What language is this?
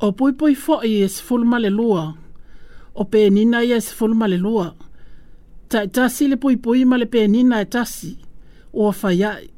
Samoan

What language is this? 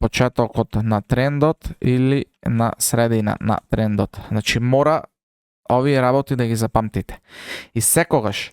Macedonian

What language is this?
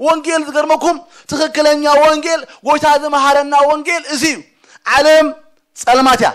Tigrinya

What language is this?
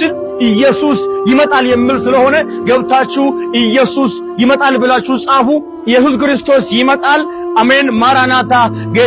Amharic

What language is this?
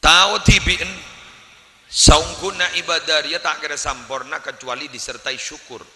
Madurese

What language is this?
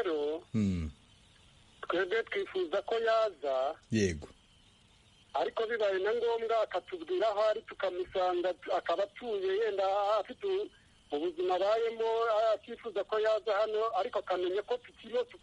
Kinyarwanda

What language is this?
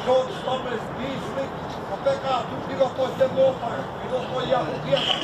Māori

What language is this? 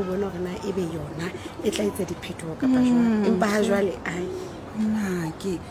Southern Sotho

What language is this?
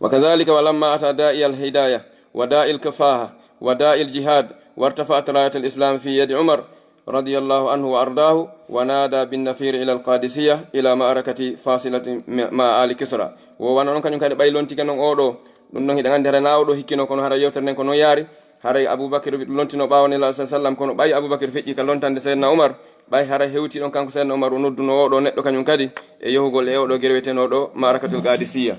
Fula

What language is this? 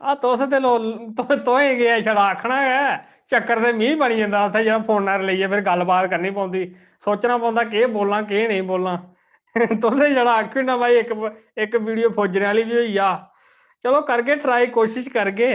Dogri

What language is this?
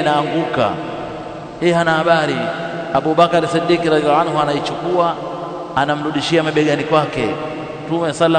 Swahili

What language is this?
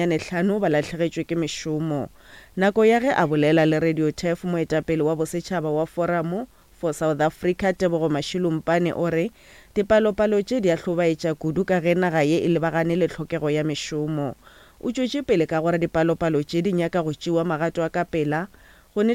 Northern Sotho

